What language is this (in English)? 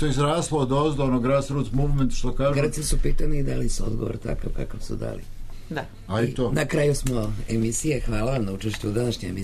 Serbian